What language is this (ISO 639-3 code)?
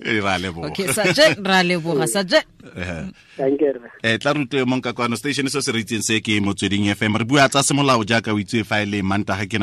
tsn